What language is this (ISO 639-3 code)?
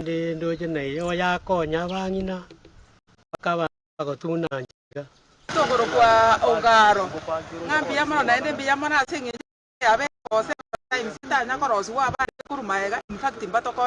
guz